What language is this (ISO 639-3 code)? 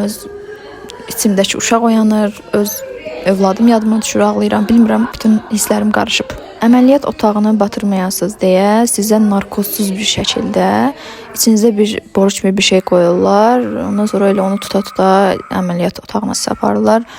aze